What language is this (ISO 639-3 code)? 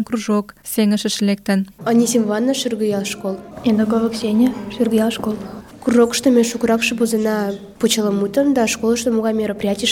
chm